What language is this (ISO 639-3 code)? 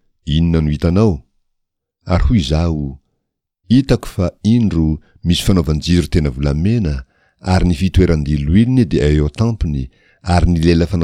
mlg